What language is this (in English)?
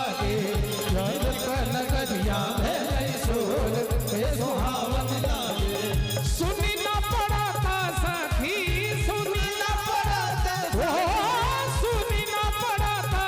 Maithili